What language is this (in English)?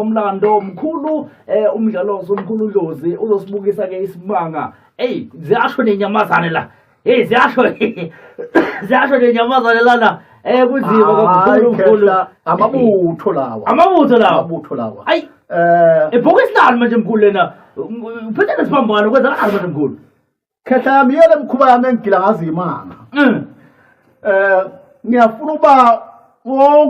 Zulu